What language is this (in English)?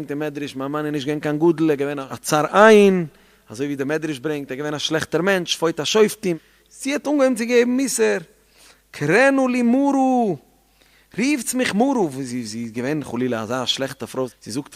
Yiddish